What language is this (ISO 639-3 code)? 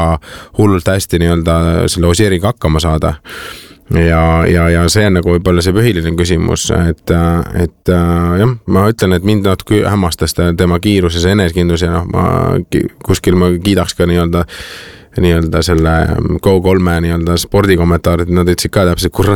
est